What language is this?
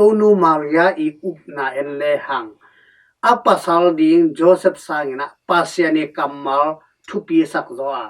Tedim Chin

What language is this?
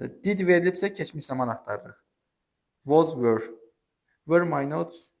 Azerbaijani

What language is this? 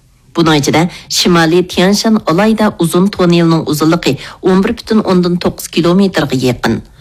Uyghur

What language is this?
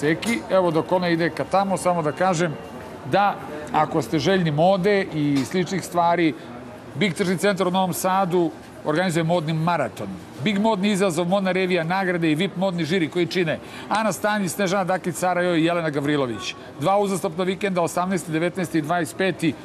Serbian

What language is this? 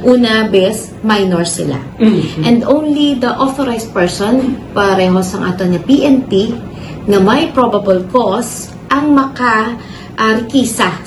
Hiligaynon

